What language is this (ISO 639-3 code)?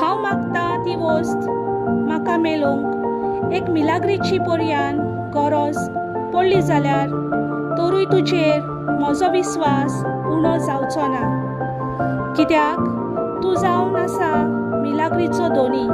kok